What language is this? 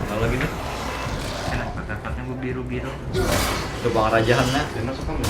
Banjar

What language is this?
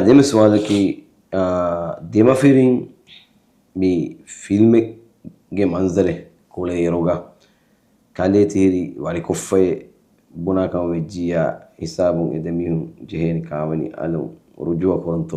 Divehi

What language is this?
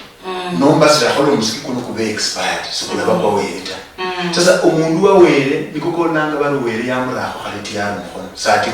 Luyia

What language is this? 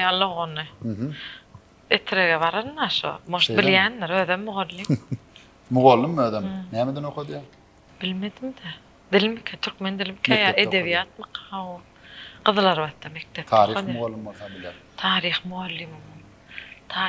Turkmen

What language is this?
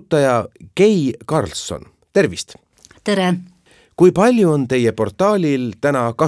Estonian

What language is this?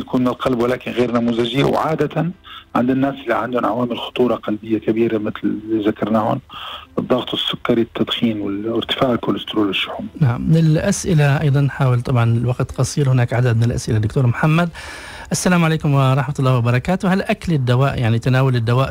Arabic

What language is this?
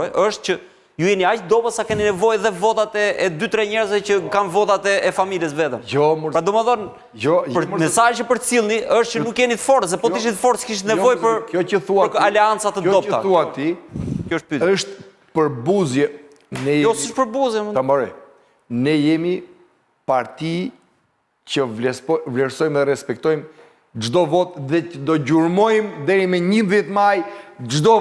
Albanian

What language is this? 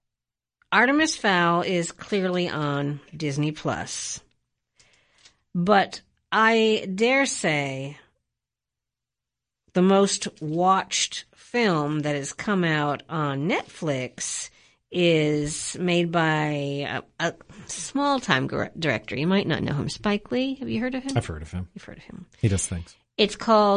English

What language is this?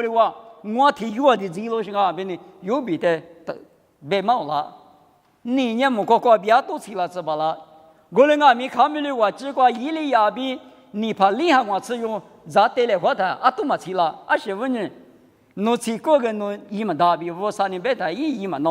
Lisu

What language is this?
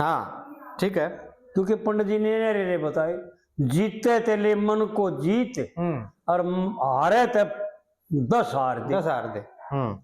Haryanvi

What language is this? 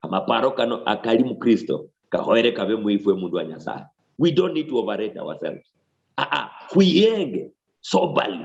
Luyia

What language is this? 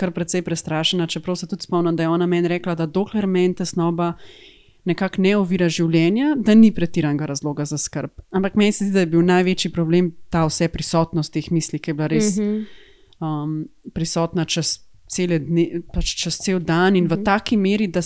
Slovenian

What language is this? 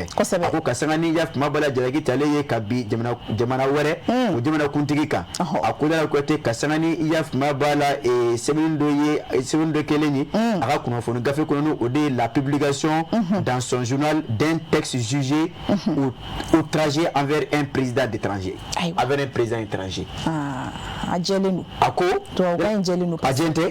Bambara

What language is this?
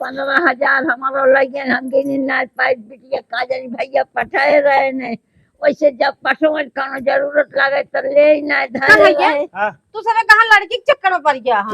Awadhi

